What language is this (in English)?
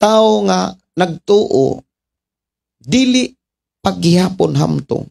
Cebuano